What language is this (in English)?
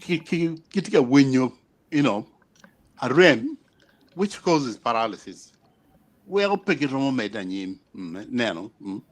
Acoli